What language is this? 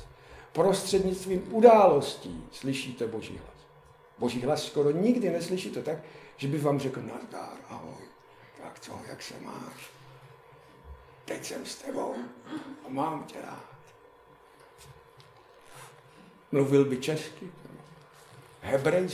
Czech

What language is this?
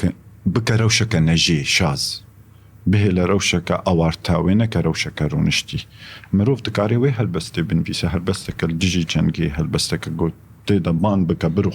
Kurdish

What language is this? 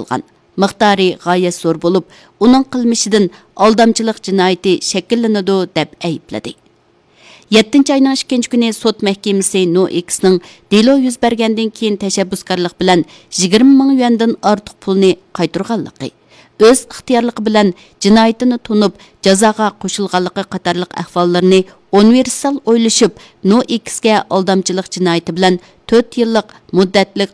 Uyghur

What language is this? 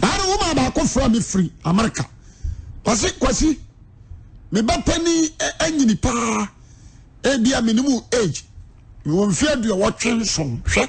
Akan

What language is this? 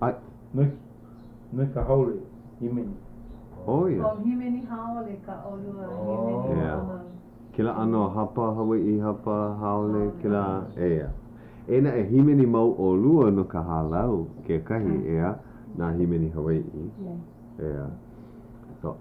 Hawaiian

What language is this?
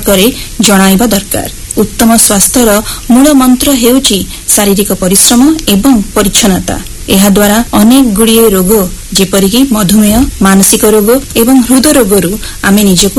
Odia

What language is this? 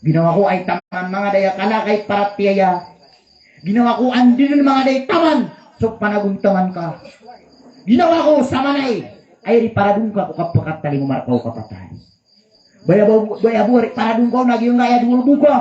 Maranao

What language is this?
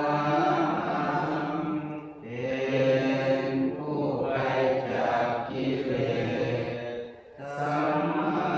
Pali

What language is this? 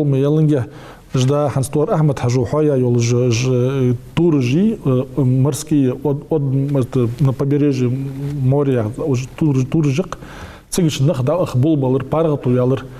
Ingush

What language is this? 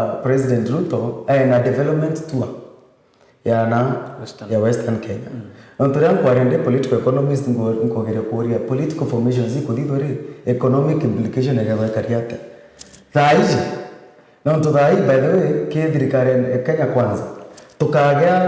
Meru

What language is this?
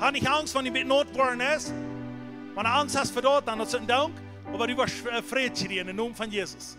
Plautdietsch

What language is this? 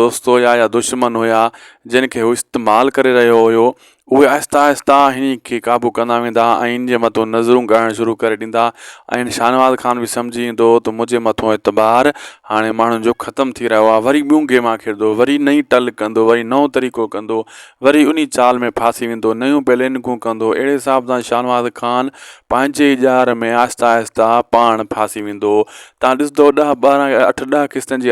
Sindhi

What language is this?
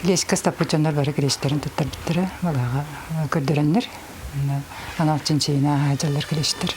Yakut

